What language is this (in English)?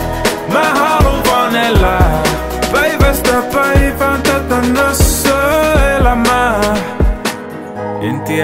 Finnish